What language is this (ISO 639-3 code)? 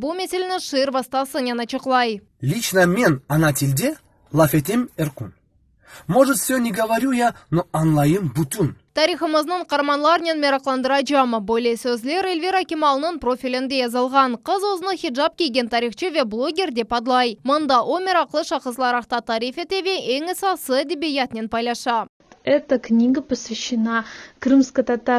crh